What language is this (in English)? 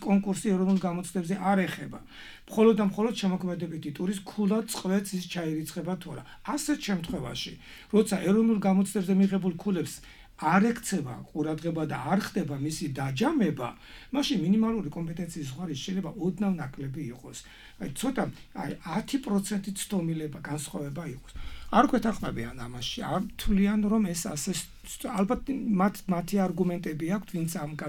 Georgian